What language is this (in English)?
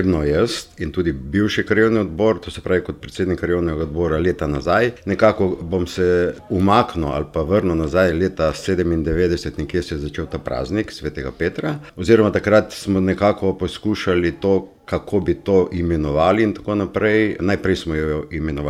Slovenian